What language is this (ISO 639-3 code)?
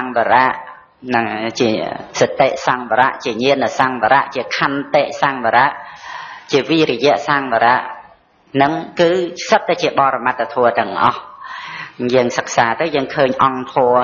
khm